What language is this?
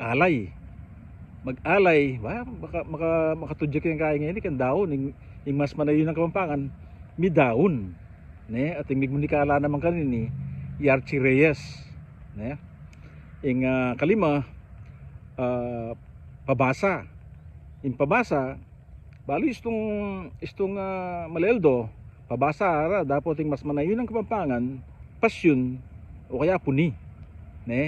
Pampanga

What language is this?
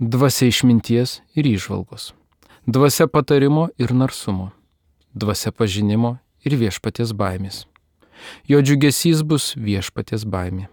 Lithuanian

